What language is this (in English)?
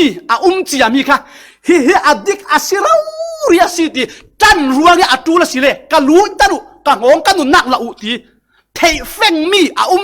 Falam Chin